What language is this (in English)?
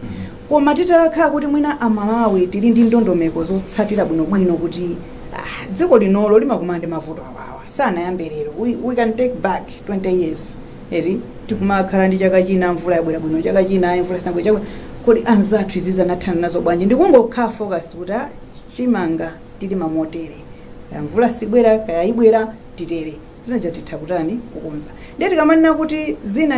Nyanja